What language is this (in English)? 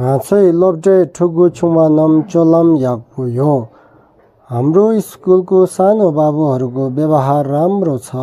Tibetan